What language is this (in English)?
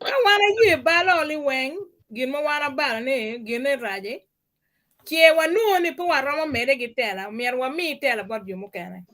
Acoli